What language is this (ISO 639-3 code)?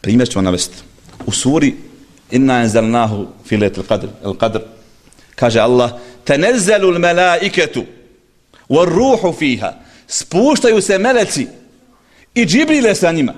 bos